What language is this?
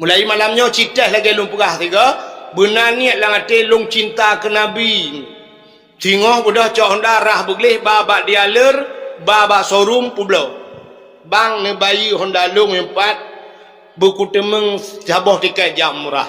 Achinese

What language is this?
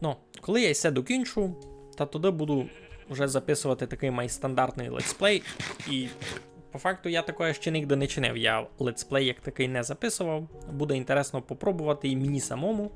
Rusyn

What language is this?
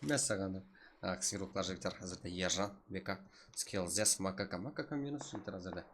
Kara-Kalpak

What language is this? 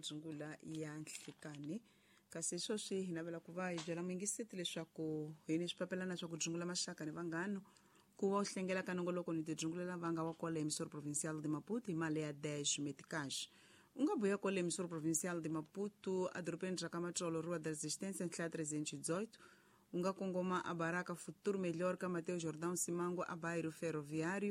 Tsonga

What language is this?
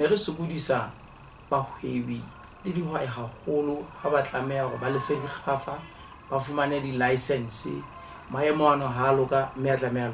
Southern Sotho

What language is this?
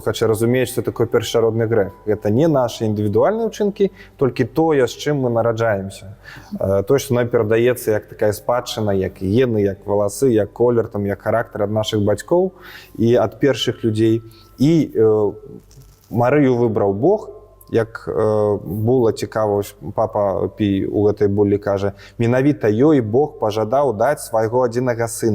Belarusian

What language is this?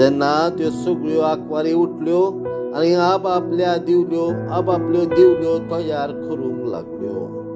Konkani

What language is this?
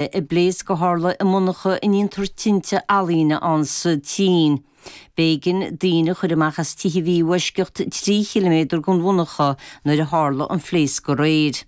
Irish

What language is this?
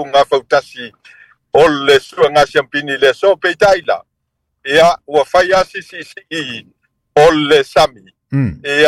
Samoan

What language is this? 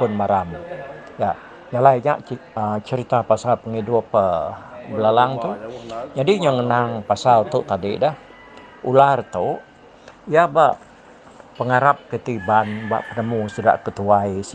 Iban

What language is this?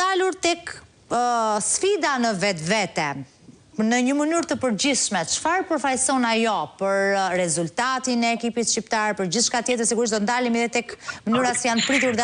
Albanian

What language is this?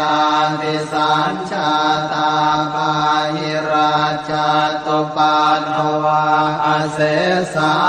Pali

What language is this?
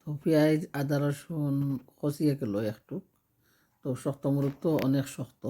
Sylheti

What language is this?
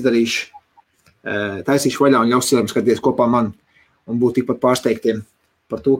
Latvian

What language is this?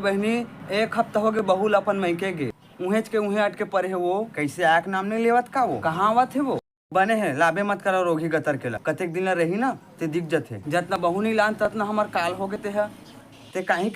Chhattisgarhi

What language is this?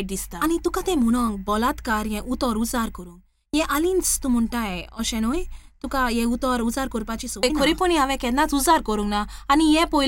Konkani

